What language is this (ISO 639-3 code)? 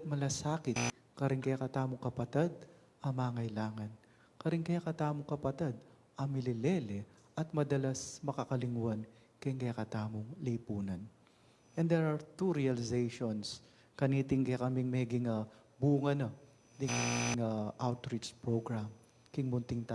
pam